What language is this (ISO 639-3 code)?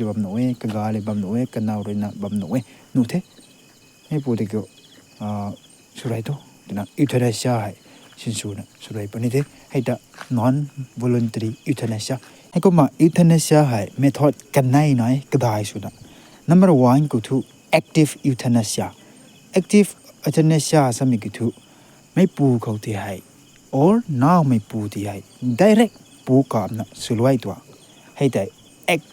nbu